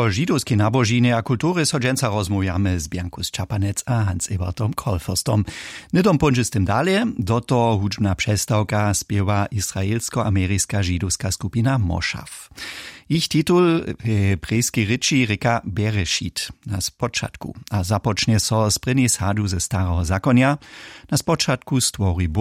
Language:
Upper Sorbian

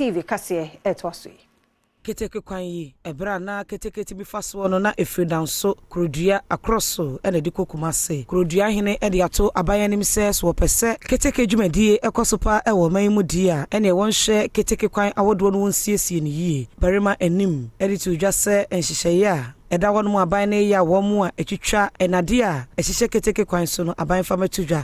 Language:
Akan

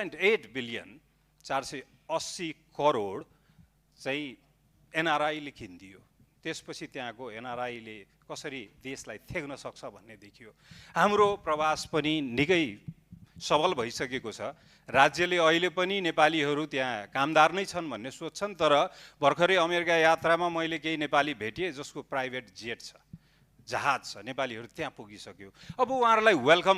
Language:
Nepali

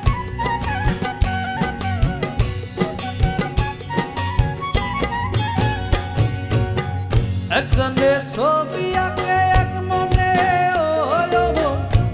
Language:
Bangla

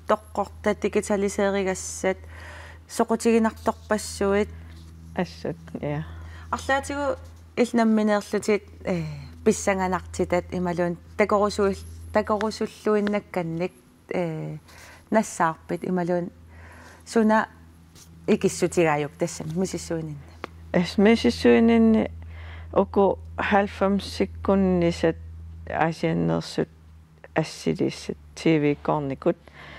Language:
Kalaallisut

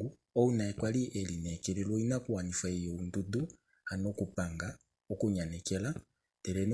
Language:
Kuanyama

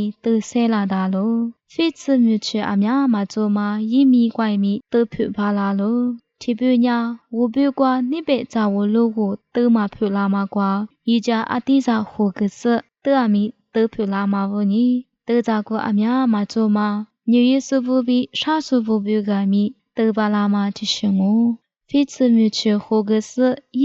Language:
Lisu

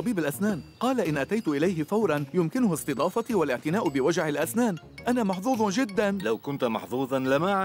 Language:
Arabic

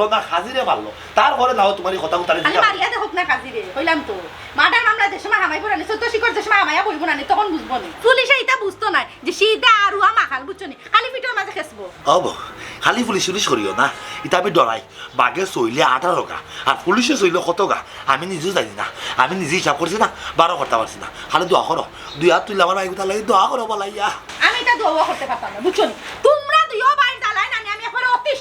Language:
Sylheti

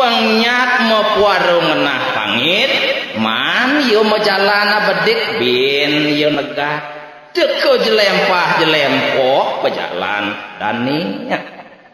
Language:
Balinese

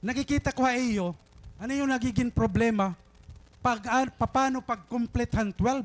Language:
Waray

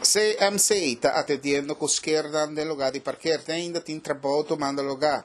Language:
Papiamento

